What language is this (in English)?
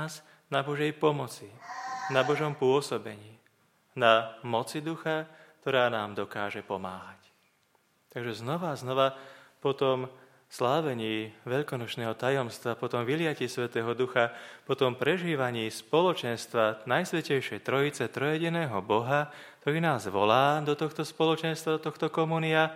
Slovak